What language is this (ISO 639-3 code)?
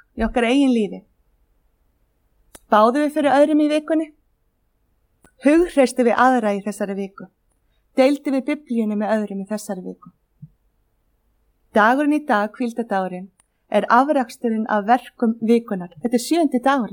isl